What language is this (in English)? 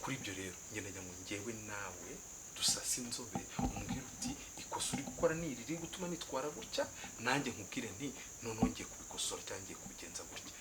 Kinyarwanda